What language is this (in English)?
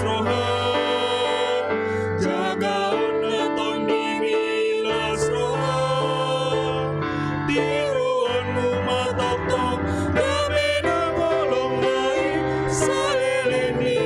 Batak Toba